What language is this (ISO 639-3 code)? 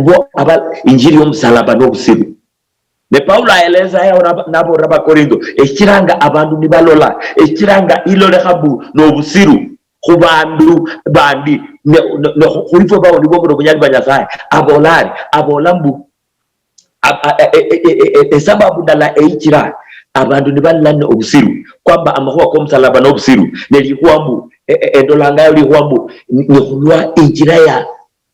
luy